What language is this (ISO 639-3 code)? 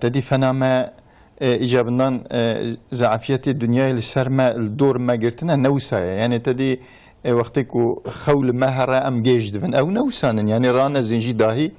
kur